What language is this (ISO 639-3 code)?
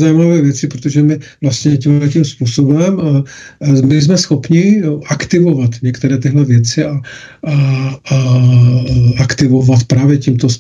ces